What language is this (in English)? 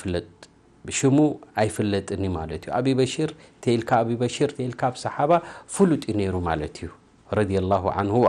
Tigrinya